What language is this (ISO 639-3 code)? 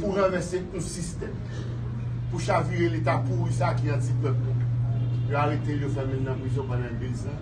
hat